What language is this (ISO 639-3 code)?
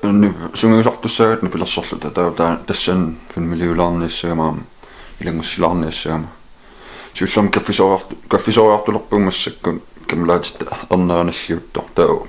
kal